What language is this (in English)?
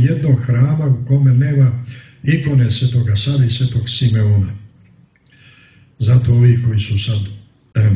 Serbian